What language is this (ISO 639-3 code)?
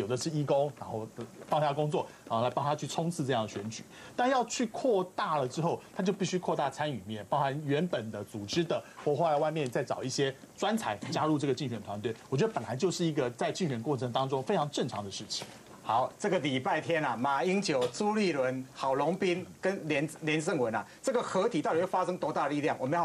zho